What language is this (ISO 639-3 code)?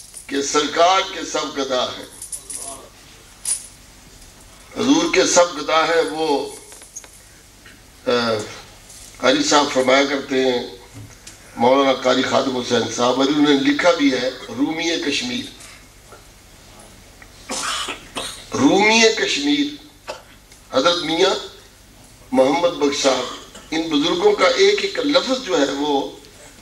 urd